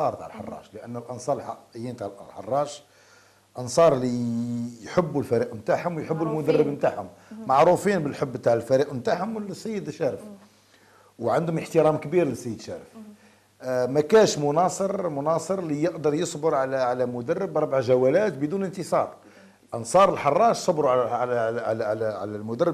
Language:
Algerian Arabic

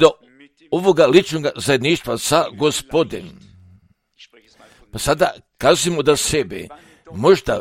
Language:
Croatian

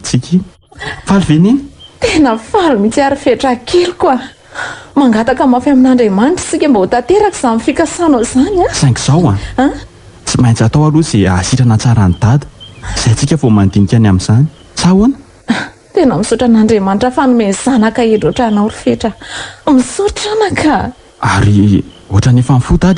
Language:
Malagasy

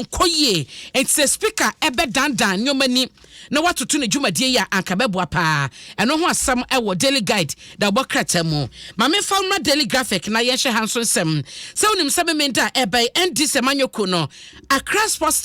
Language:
Akan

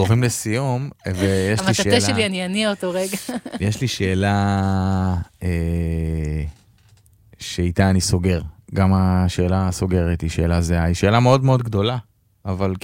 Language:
Hebrew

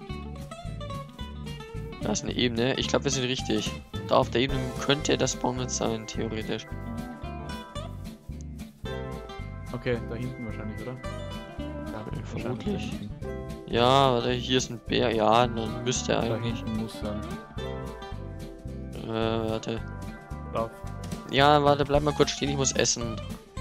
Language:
German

